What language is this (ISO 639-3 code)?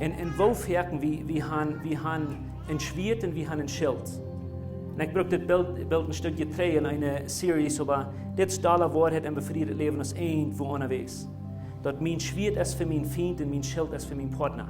pdt